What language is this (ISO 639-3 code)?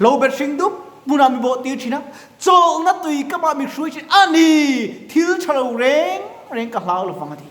lus